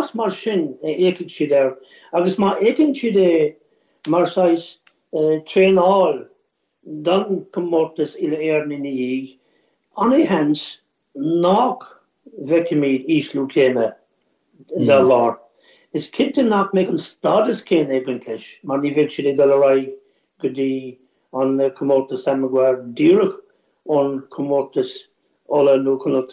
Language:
Irish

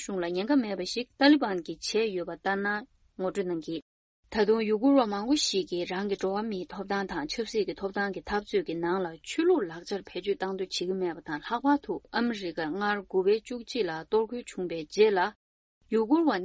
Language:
Tibetan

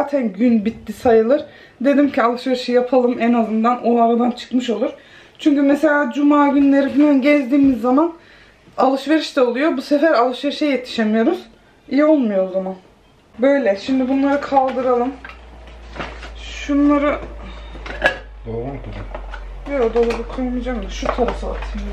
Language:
Turkish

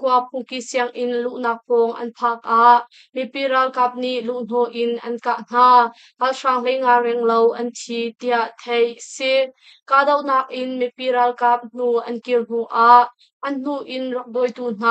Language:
Hakha Chin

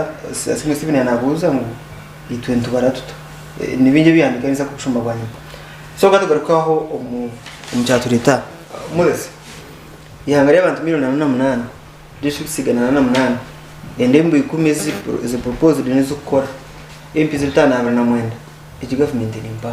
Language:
Nyankole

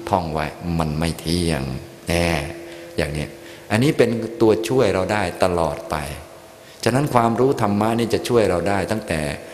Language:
Thai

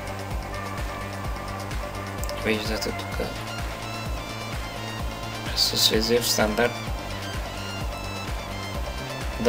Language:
Bulgarian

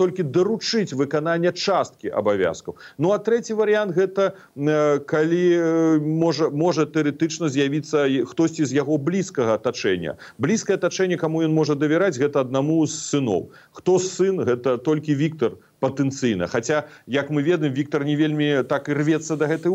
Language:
Belarusian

